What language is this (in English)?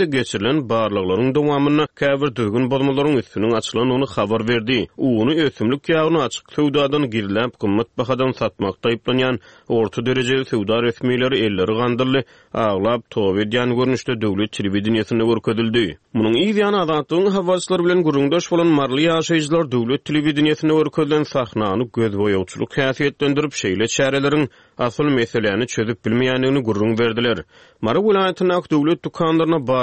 Turkmen